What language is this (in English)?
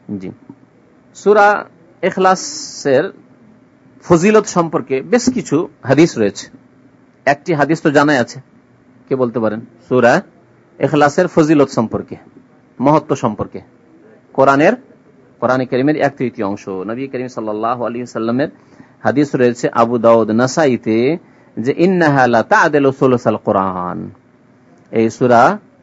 Bangla